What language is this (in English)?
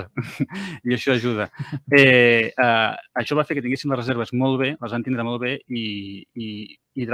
Catalan